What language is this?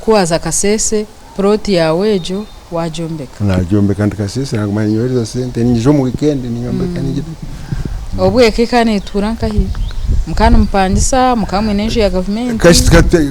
Nyankole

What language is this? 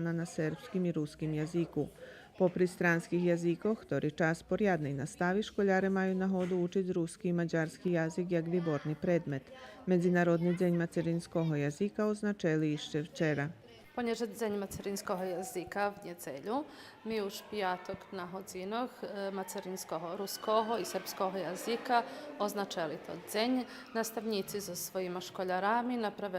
Rusyn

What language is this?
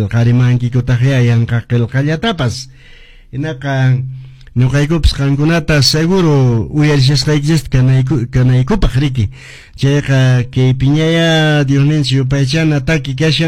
Quechua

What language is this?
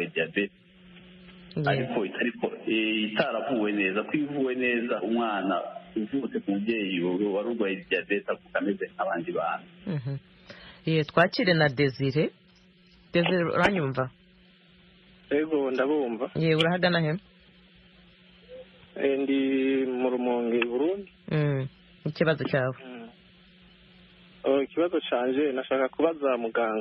Kinyarwanda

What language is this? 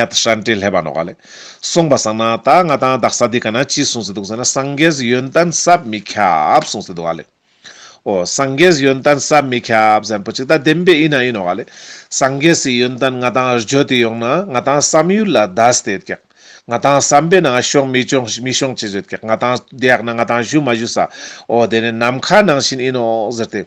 Ladakhi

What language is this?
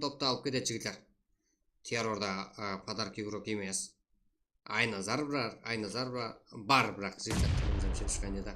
Kara-Kalpak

